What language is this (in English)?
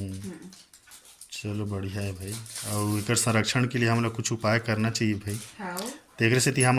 Chhattisgarhi